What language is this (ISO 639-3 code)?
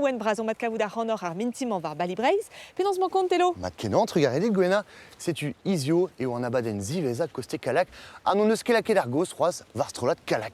bre